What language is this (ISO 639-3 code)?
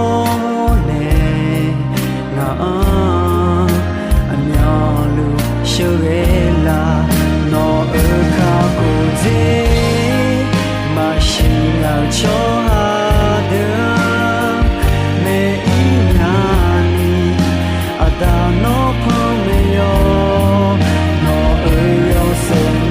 ahk